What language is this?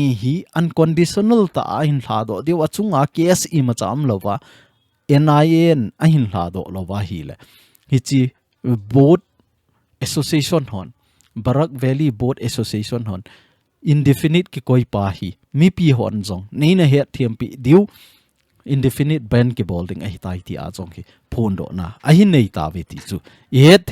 Thado Chin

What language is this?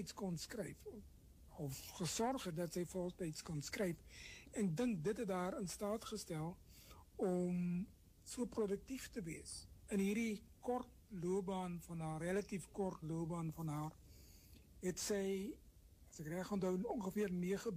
Afrikaans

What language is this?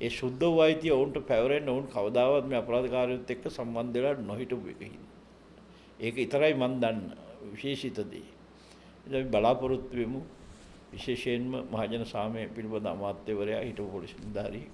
Sinhala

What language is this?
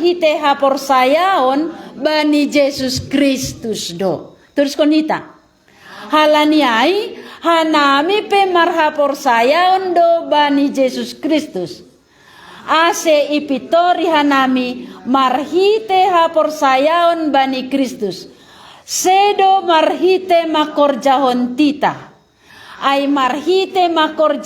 Batak Simalungun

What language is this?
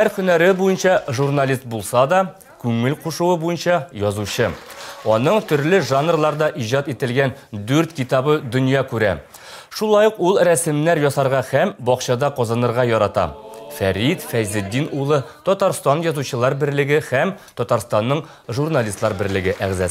Tatar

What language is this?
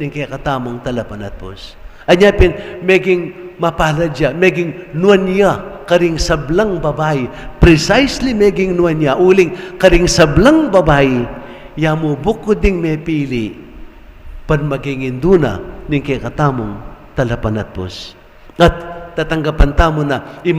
Pampanga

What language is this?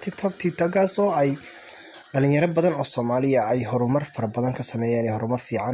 Somali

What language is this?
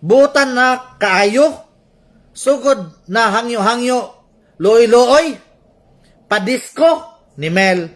Cebuano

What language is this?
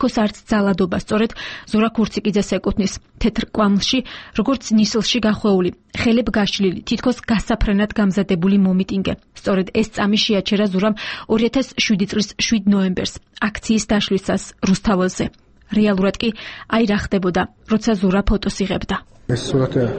Georgian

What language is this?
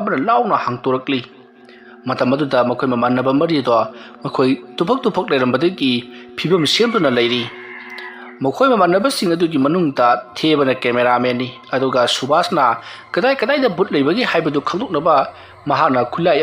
Manipuri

